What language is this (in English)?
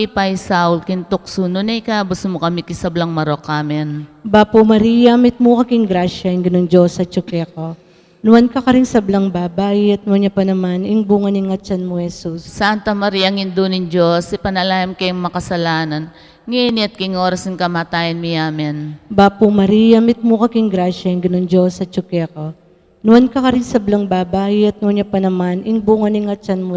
Pampanga